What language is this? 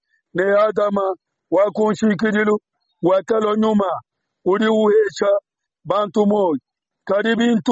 Luba-Lulua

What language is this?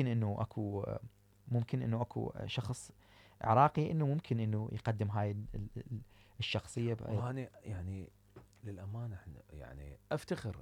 Mesopotamian Arabic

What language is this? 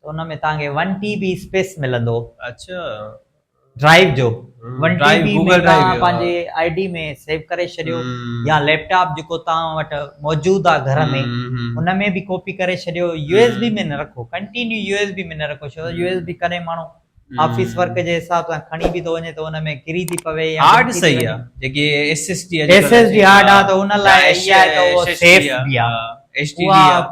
Sindhi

